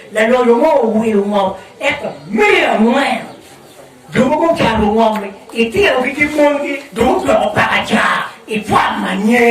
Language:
Acoli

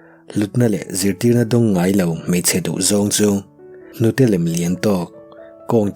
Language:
Mizo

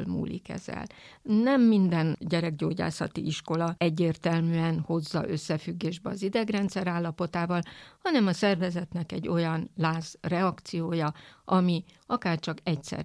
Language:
Hungarian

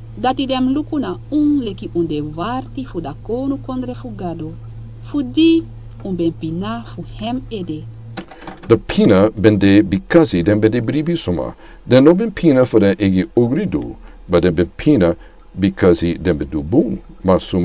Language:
Sranan Tongo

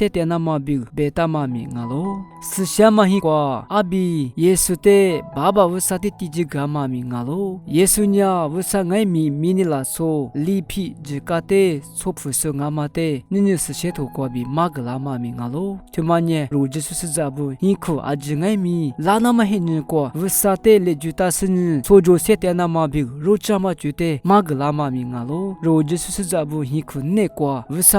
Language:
Lisu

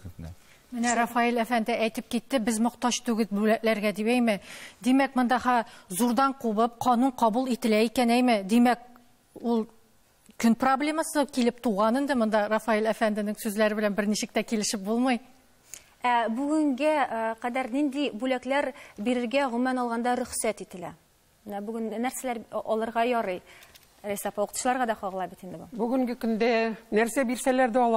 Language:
Tatar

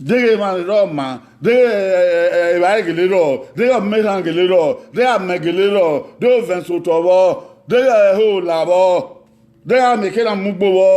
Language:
Bini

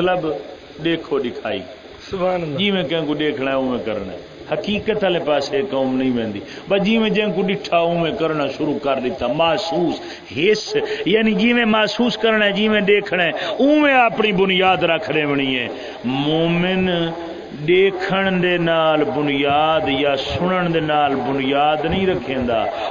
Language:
Saraiki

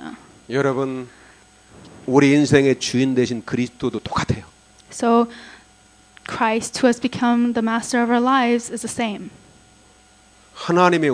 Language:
Korean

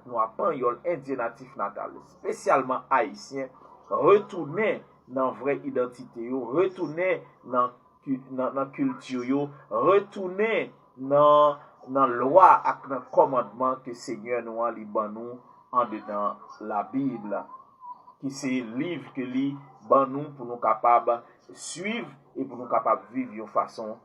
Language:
Haitian Creole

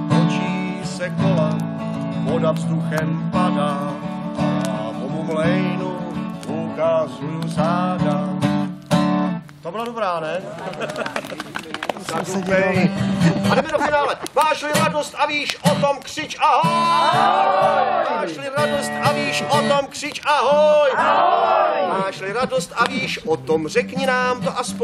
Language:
Czech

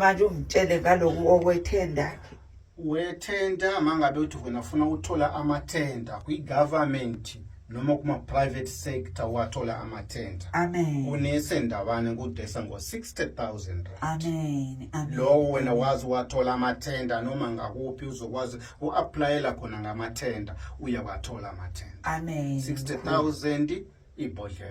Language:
Zulu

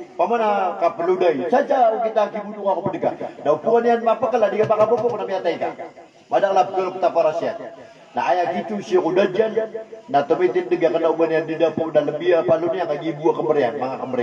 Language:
Maranao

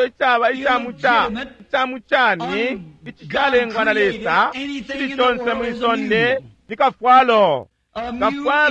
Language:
Bemba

